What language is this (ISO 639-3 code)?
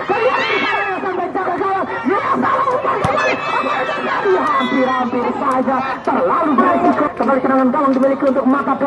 ind